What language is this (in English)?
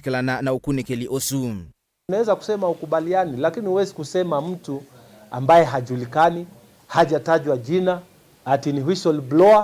Kamba